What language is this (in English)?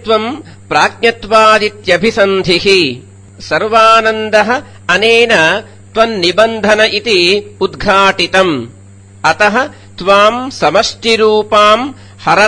Sanskrit